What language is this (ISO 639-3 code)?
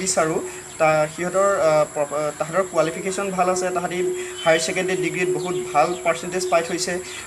asm